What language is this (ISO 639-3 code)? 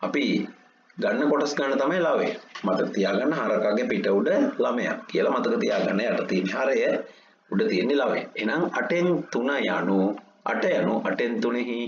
sin